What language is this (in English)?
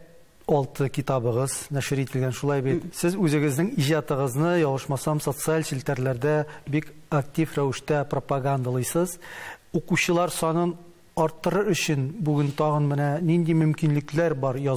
Tatar